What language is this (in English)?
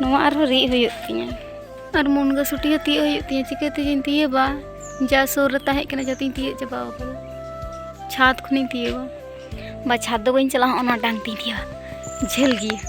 Santali